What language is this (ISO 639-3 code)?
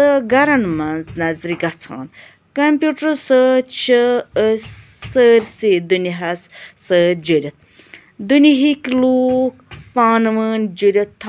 kas